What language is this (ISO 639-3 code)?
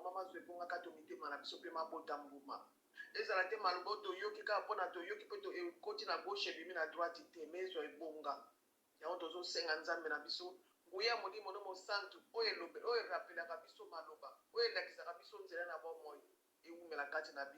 lin